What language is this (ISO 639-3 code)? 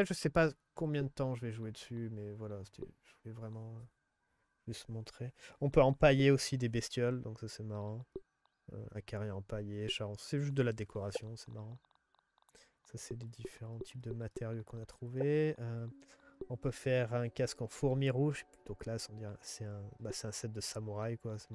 fra